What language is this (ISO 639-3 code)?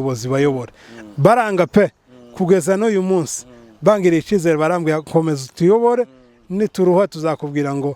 run